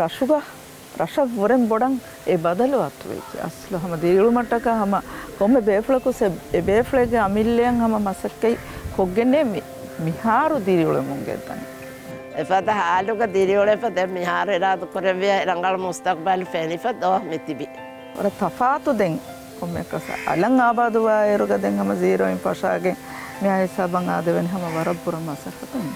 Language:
Divehi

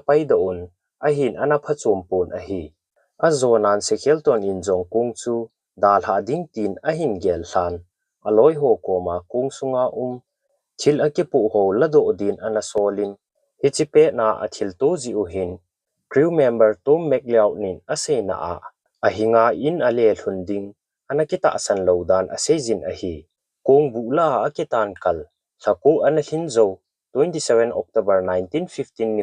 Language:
Thado Chin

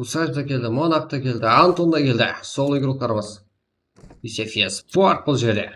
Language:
Kara-Kalpak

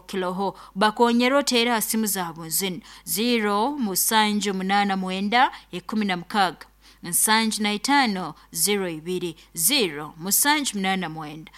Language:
Nyankole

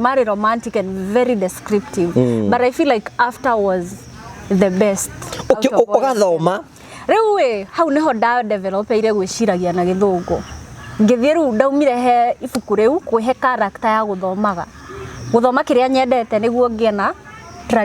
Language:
Kikuyu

